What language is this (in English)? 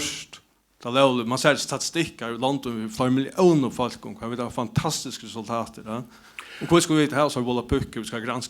Faroese